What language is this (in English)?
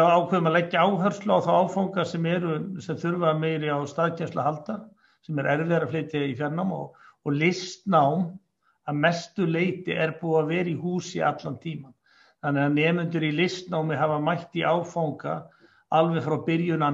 Icelandic